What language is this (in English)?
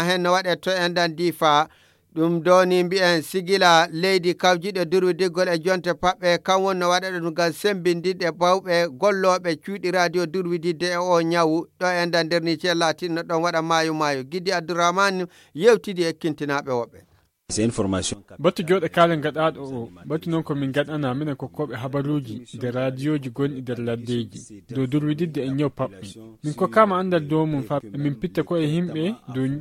Nigerian Fulfulde